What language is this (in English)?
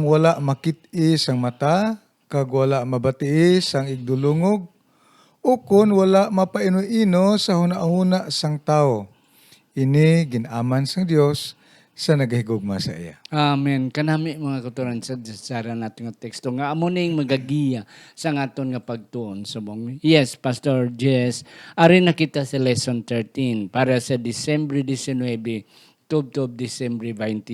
Hiligaynon